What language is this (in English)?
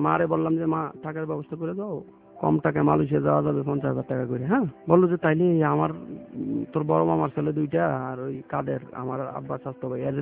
Bangla